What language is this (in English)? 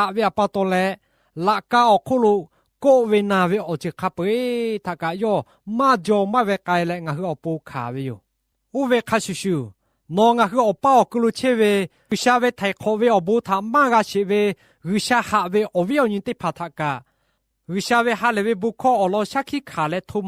Lahu